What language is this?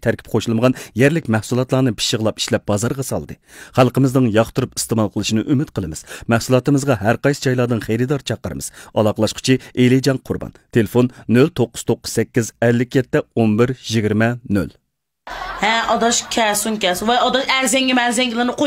Uyghur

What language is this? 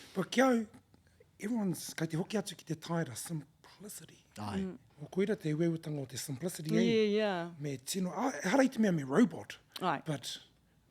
Māori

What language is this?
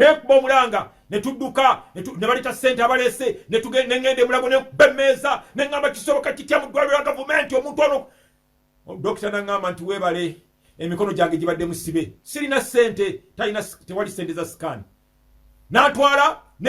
Ganda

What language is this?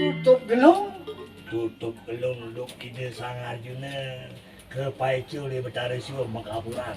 Balinese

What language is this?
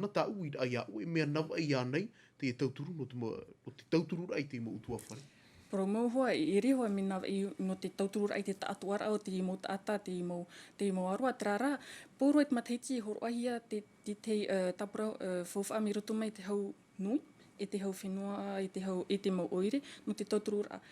Tahitian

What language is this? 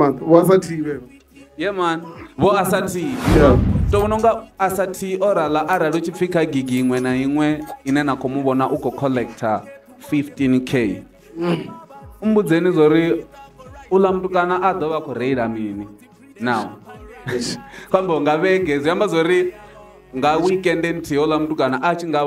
Venda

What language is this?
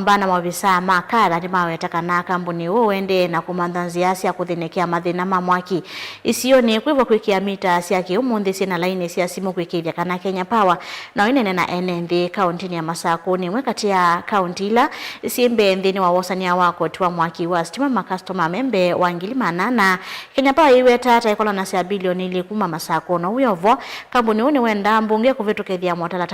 Kamba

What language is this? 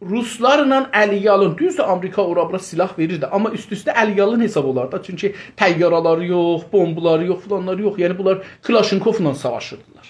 South Azerbaijani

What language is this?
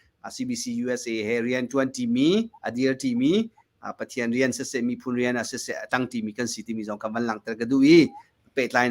Hakha Chin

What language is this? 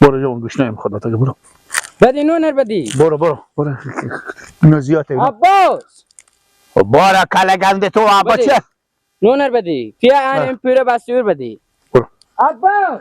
Persian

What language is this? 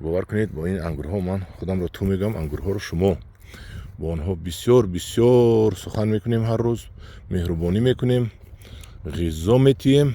Tajik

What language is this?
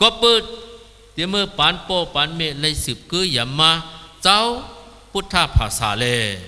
Shan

